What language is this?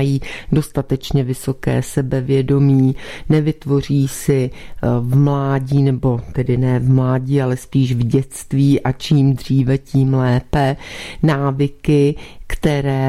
Czech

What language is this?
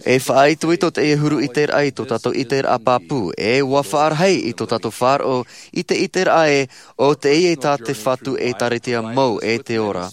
Tahitian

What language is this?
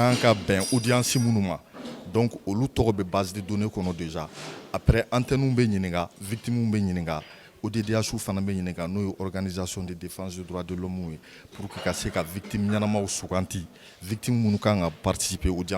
Bambara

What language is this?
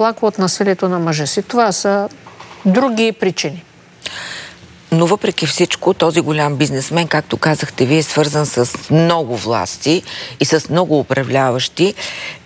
Bulgarian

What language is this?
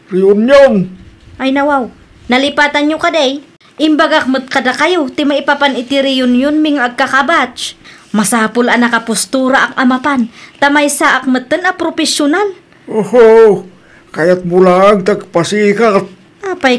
Iloko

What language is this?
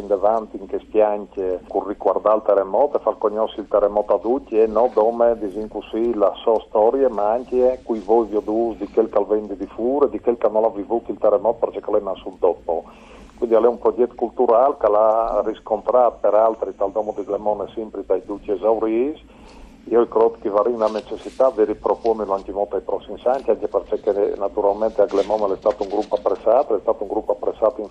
Friulian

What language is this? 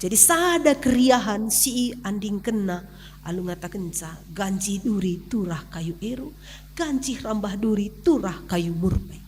Batak Karo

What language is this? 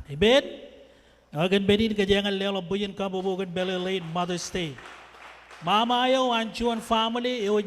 Marshallese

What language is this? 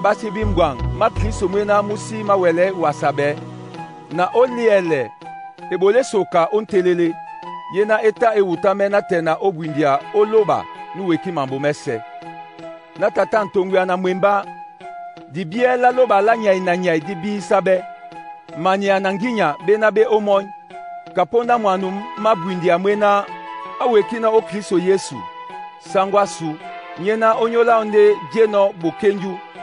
Duala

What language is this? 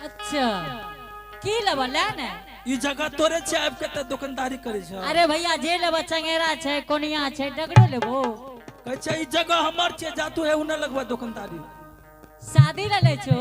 Angika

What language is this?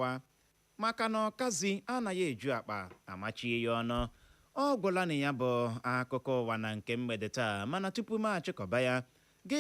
Igbo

